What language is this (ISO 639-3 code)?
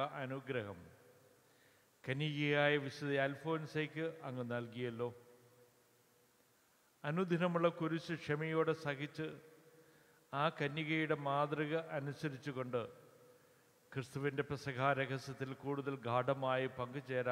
mal